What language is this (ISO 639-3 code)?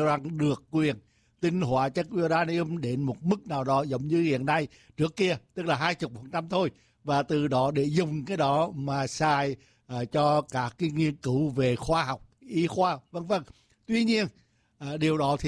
vie